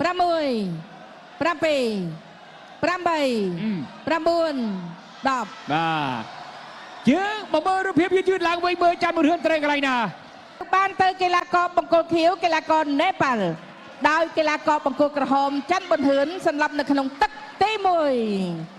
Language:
Khmer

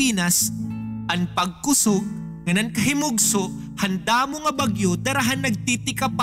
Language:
Waray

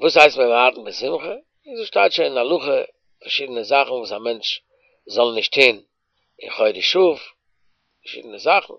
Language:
Yiddish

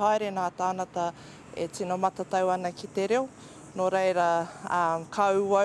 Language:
Māori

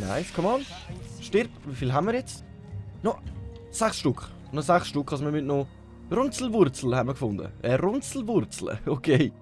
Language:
Swiss German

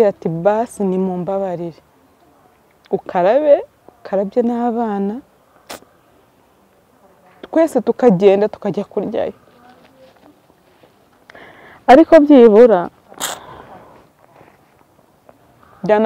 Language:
Kinyarwanda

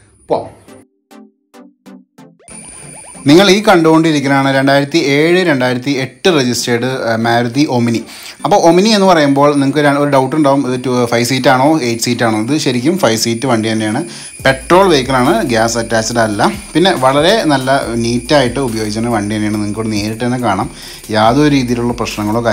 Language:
Malayalam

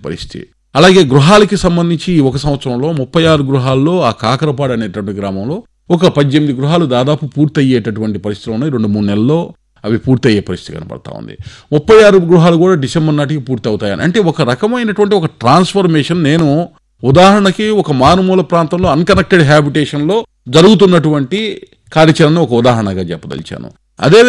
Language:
Telugu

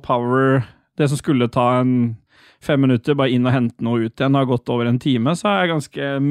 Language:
Norwegian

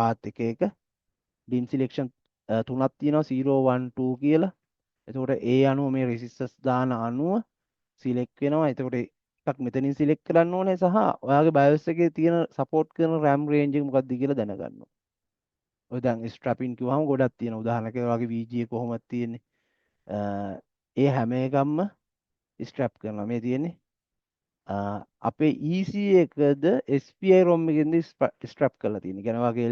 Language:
Sinhala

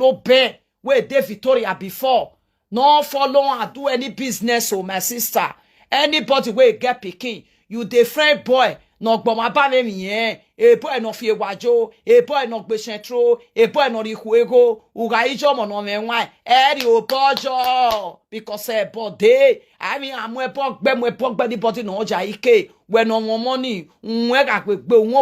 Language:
Nigerian Pidgin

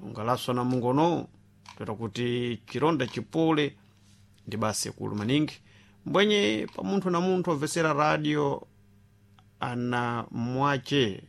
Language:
Sena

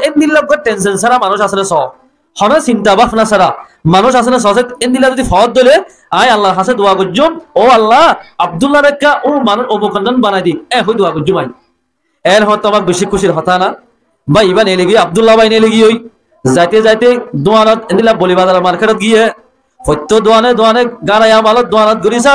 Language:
Rohingya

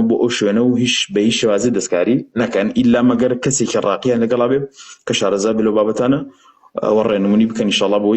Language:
Central Kurdish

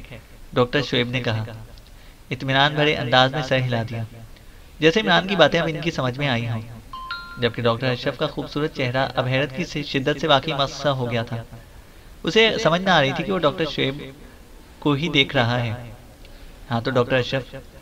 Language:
Urdu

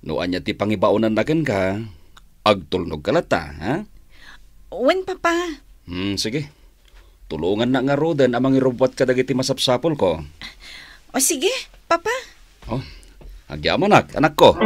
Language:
Iloko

